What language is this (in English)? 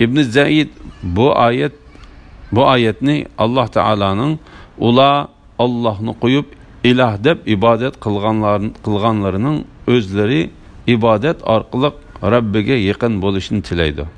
Uyghur